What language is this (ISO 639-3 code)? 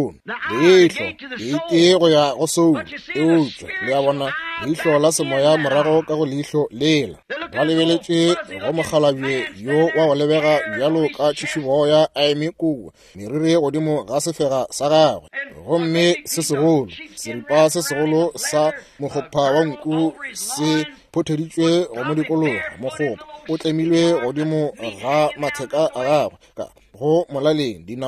nso